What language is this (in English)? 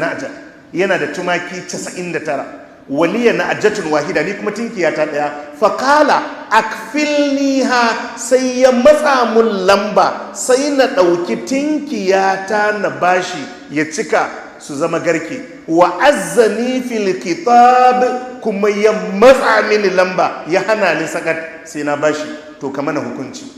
Hausa